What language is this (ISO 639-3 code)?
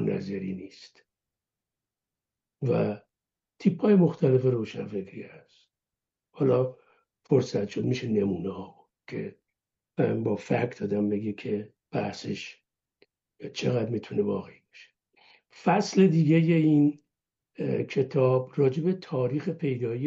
fas